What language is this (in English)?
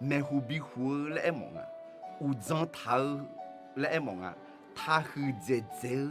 Akha